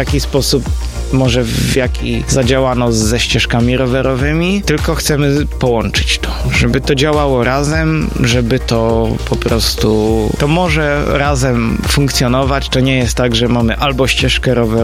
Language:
Polish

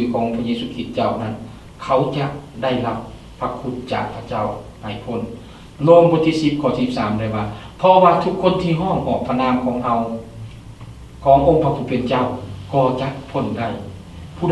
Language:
Lao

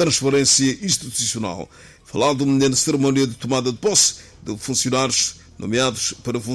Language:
Portuguese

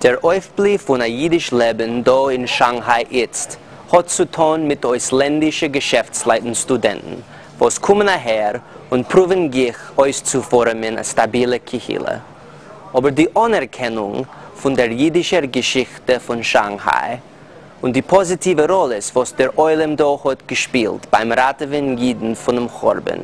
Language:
Yiddish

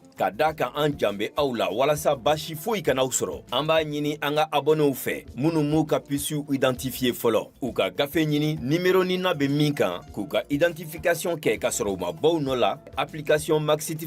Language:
Bambara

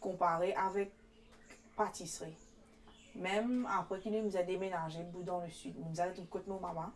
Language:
Morisyen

